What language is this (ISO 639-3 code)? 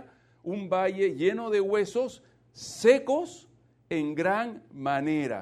spa